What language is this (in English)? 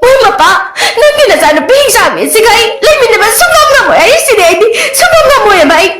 Manipuri